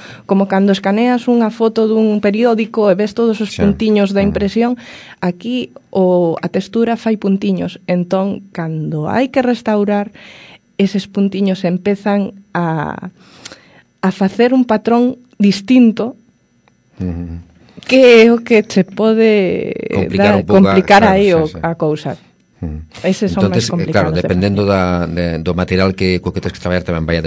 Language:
Galician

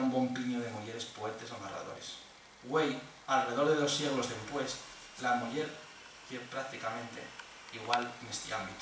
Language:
Asturian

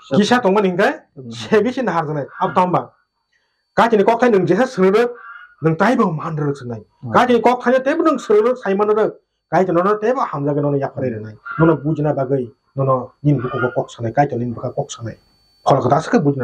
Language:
Kok Borok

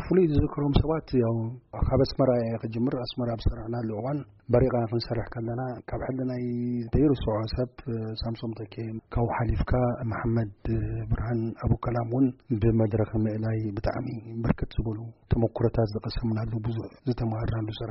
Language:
Tigrinya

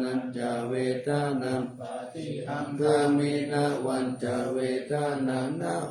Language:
Pali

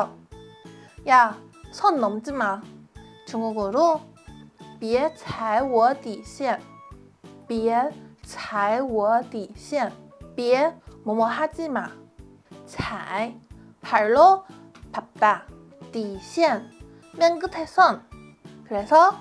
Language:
Korean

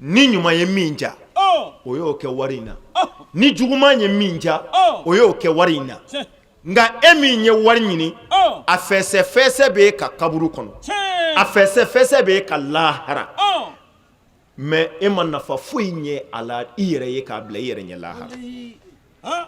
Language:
Bambara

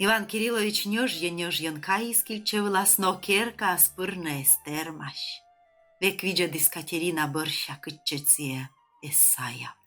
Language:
Komi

